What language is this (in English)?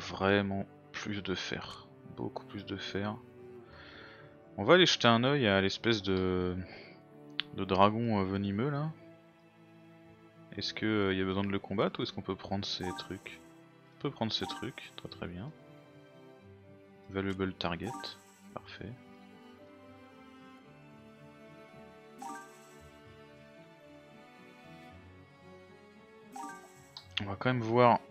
French